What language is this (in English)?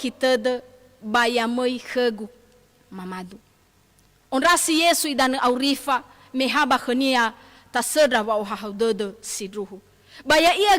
Nias